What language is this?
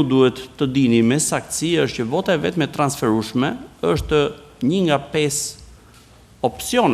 Albanian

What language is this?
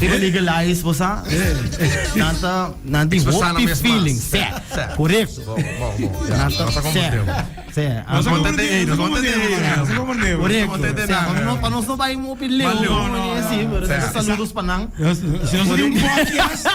Papiamento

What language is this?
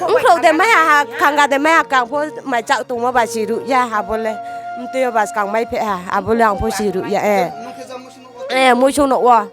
Riang (India)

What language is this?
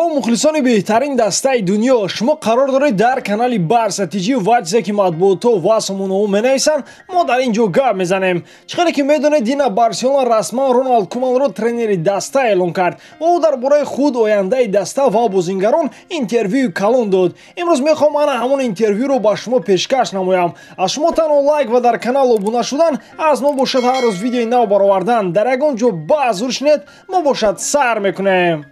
Tajik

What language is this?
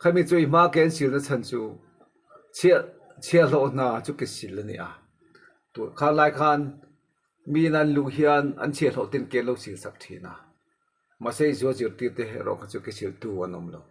Mizo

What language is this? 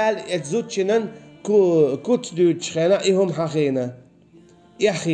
Chechen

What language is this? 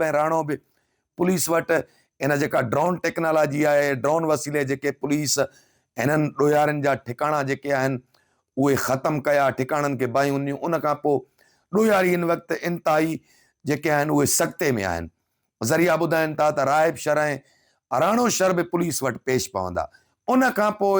Sindhi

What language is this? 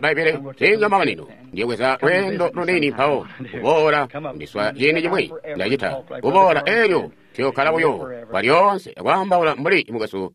Tonga (Zambia)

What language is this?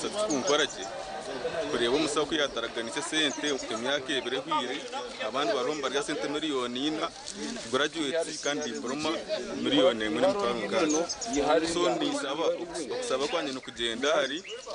Nyankole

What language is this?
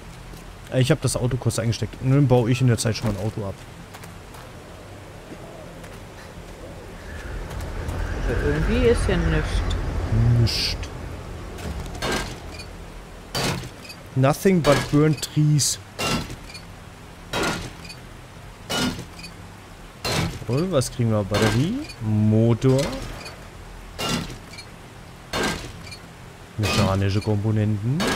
German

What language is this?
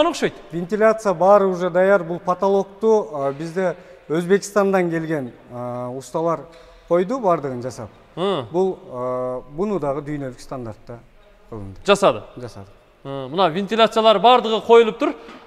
Kyrgyz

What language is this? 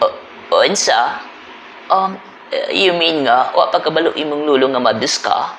Cebuano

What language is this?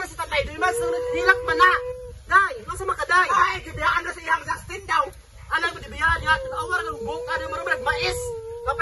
Cebuano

